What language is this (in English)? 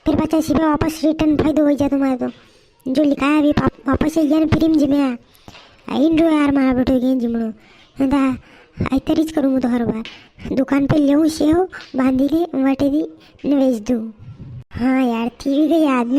Rajasthani